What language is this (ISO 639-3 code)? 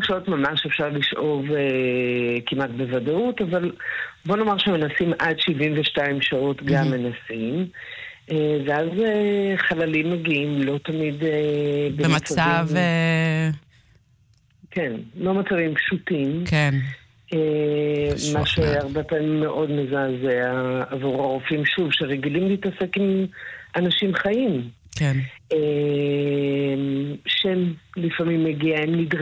heb